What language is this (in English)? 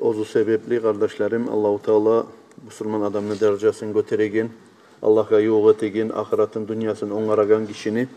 Kumyk